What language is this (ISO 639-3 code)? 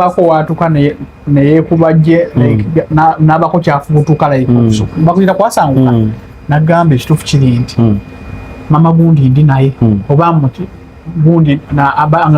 lug